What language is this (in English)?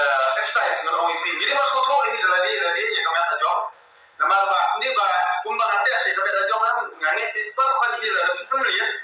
Khasi